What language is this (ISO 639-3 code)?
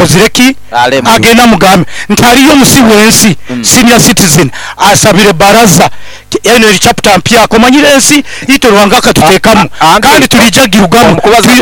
nyo